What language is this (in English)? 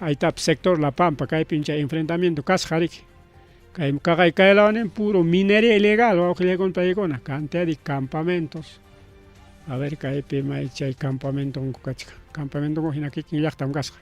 Ayacucho Quechua